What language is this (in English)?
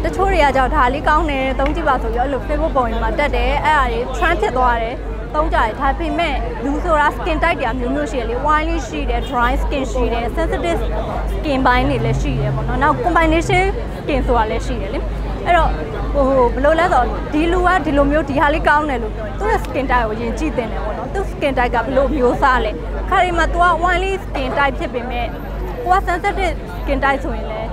Burmese